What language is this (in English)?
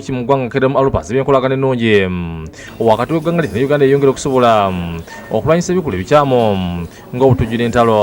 Ganda